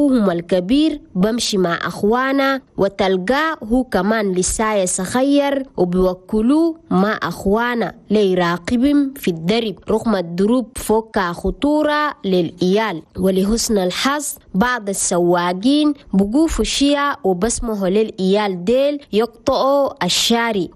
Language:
Chadian Arabic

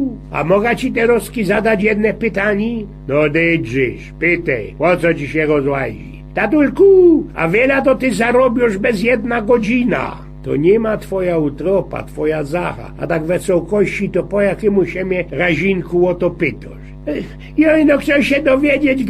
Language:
Silesian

